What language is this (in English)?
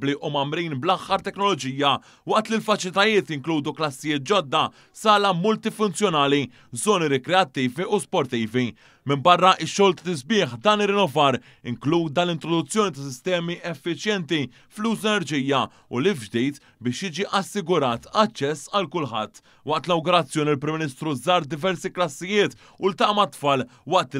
Maltese